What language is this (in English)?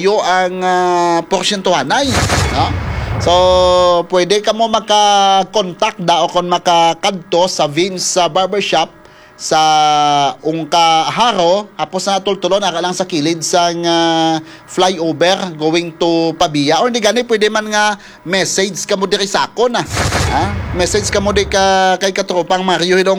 Hiligaynon